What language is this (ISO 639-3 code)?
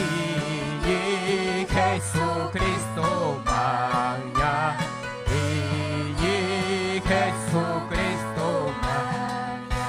quy